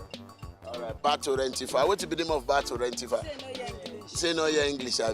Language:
Nigerian Pidgin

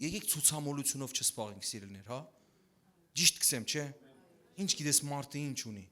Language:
Western Armenian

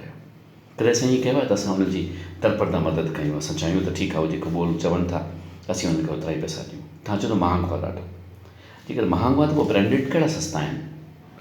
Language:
Sindhi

